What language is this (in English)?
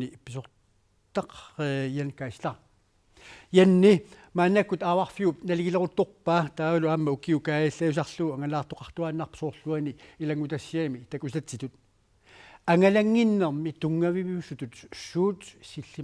Kalaallisut